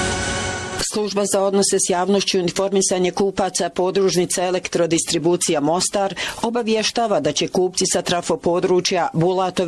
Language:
Bosnian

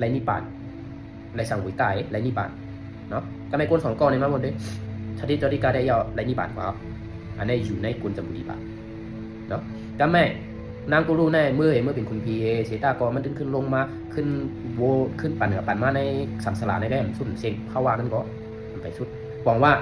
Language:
Shan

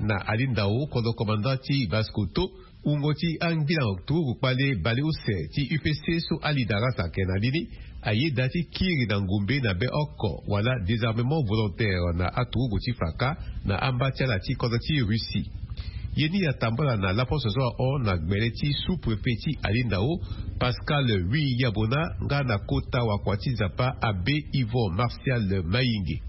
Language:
Sango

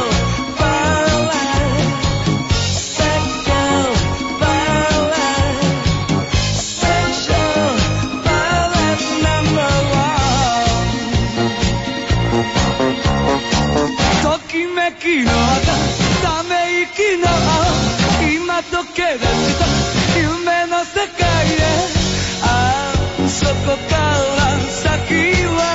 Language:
Japanese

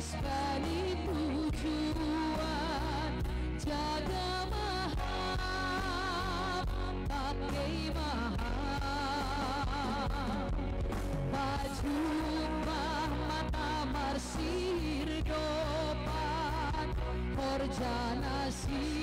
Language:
Batak Simalungun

